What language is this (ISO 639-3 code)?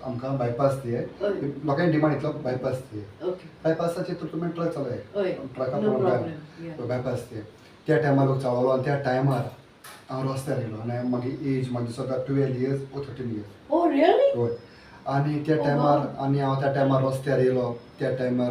kok